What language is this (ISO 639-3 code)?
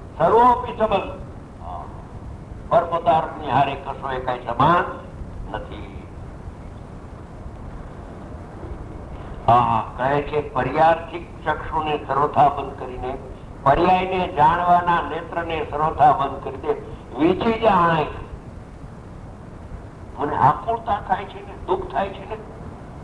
guj